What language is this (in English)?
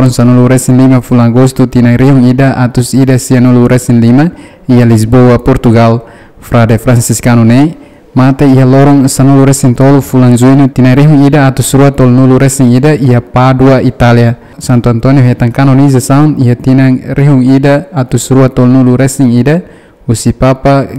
Tetum